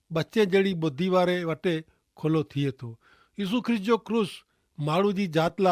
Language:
Kachhi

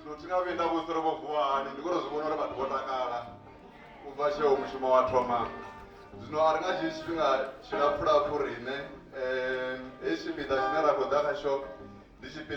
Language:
Venda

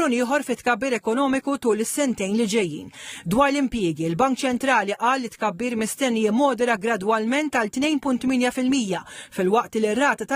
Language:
Maltese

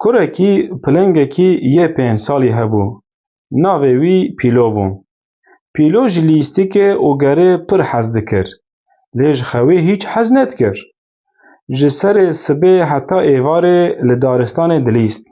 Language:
Kurdish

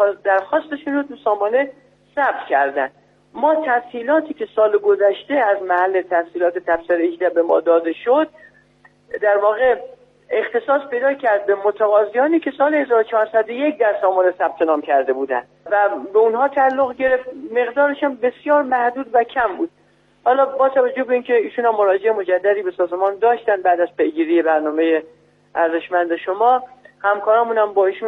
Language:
Persian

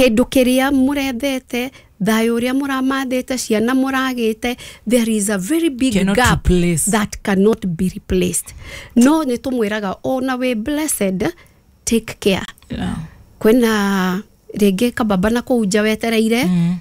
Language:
Kikuyu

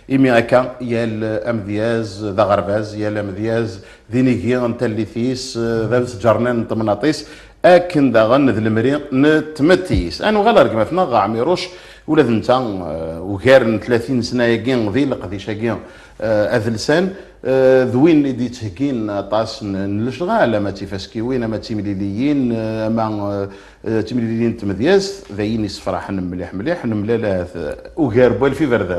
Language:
Kabyle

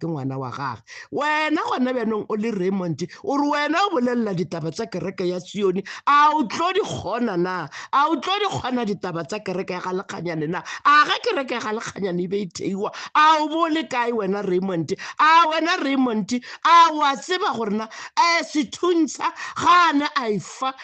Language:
Northern Sotho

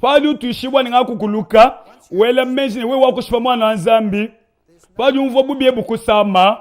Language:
Luba-Lulua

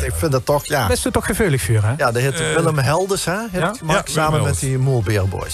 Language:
Limburgish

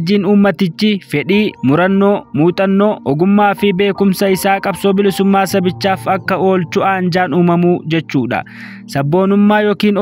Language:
Oromo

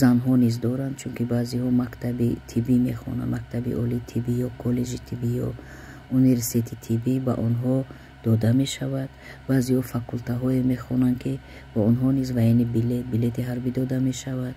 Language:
Tajik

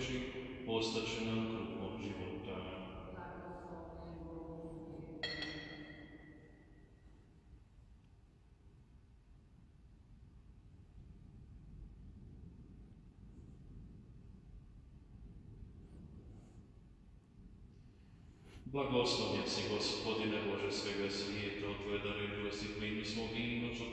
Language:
Croatian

